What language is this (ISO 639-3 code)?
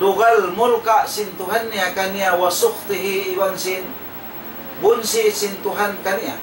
tsg